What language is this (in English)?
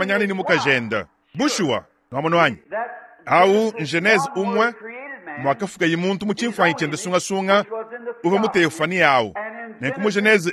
Luba-Lulua